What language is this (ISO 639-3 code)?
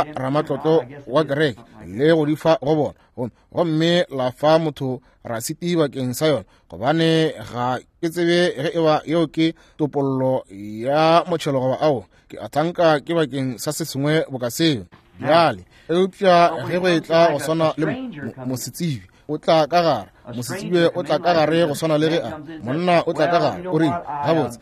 nso